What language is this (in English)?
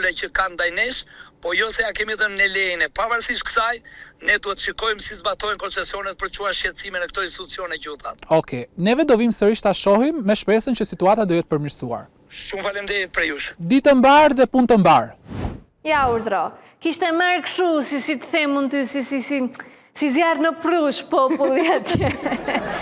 Albanian